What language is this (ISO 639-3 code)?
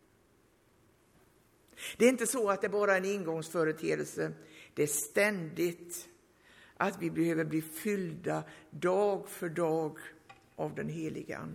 swe